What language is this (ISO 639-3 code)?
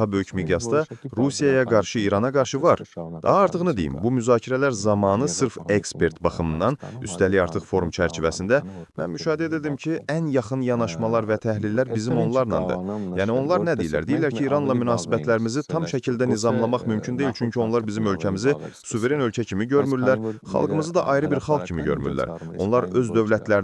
aze